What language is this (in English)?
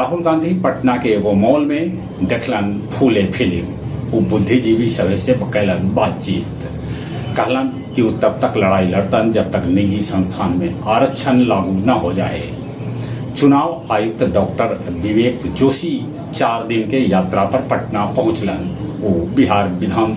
Magahi